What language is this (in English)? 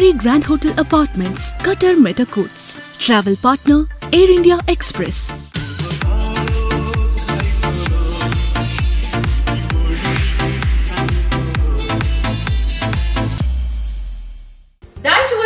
Konkani